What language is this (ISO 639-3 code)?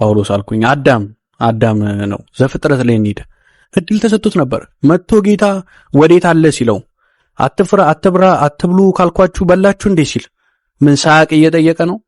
amh